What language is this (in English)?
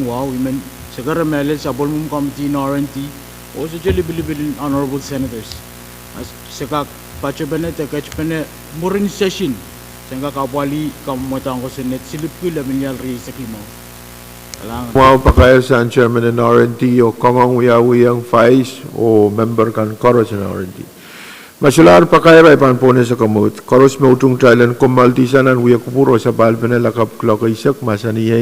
Pohnpeian